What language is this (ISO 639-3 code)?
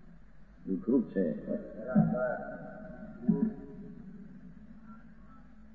guj